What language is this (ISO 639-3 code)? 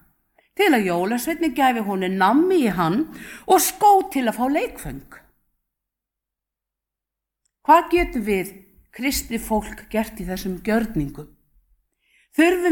isl